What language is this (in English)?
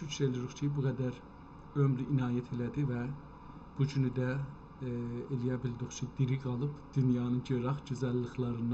South Azerbaijani